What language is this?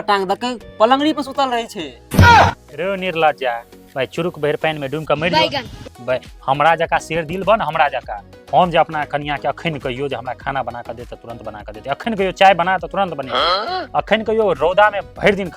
Maithili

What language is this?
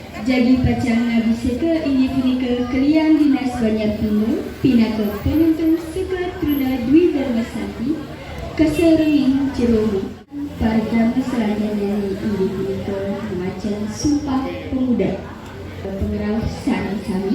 Balinese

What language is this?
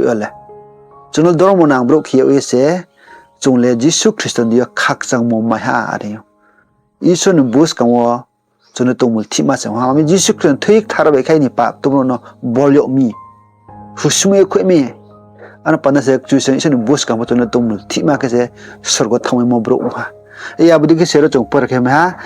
Riang (India)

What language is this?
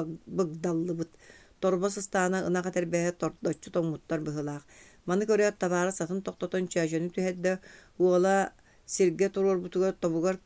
Yakut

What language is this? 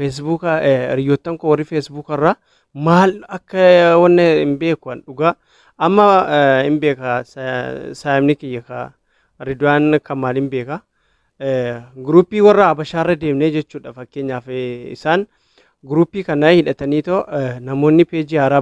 Oromo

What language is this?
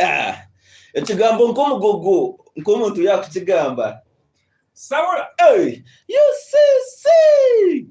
Nyankole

